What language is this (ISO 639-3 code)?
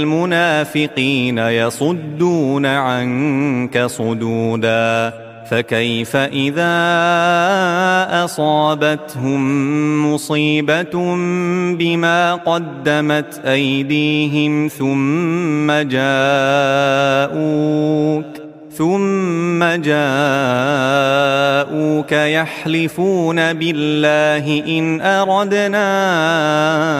ara